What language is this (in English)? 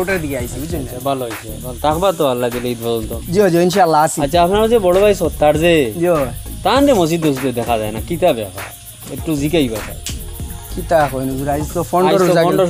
Sylheti